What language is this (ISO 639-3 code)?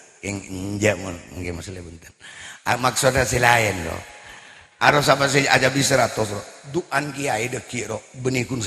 mad